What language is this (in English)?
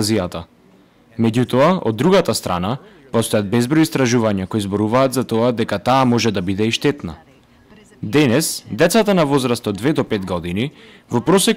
Macedonian